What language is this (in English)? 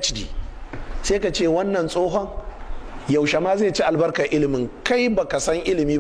Hausa